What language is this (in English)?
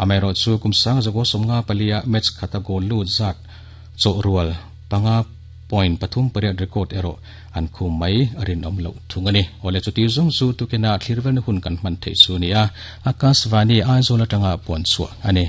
Mizo